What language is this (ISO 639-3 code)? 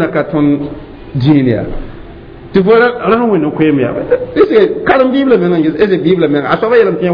mos